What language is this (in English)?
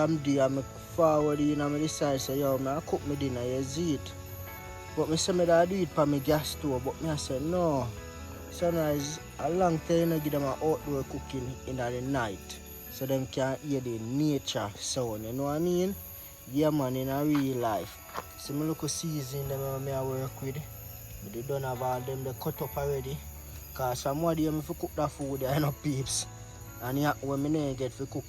Jamaican Creole English